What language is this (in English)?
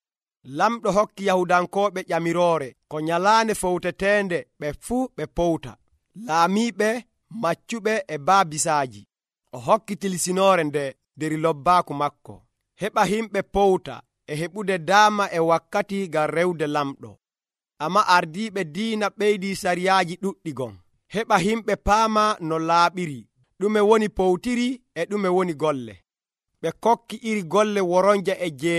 Nigerian Fulfulde